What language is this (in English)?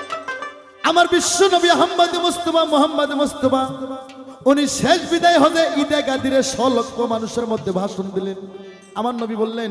Bangla